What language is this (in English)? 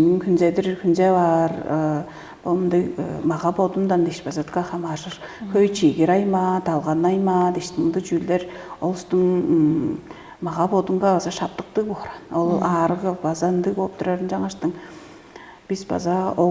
Tuvinian